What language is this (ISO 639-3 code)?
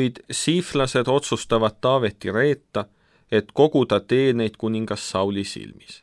est